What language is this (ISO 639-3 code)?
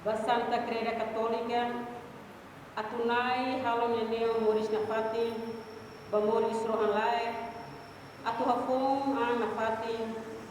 tet